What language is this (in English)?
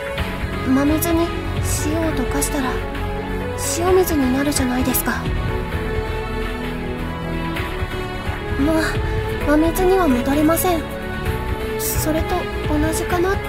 Japanese